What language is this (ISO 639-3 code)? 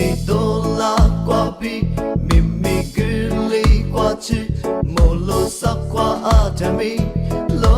lis